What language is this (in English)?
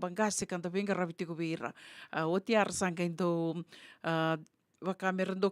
Fijian